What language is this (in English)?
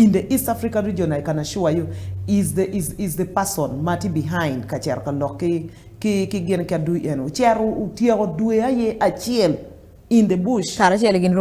Acoli